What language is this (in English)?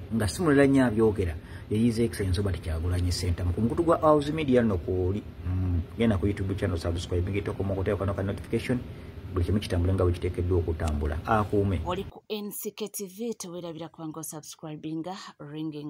Ganda